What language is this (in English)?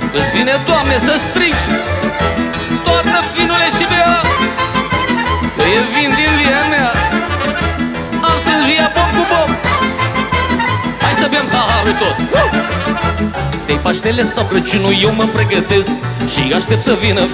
Romanian